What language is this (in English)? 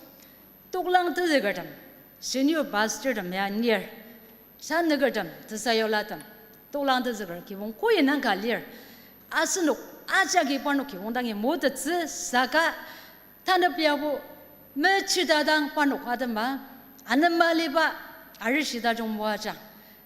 Ao Naga